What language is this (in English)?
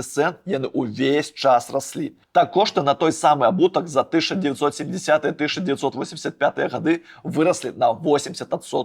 Belarusian